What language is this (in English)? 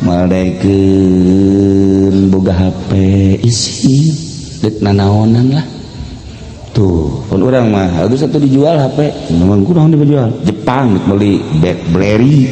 Sundanese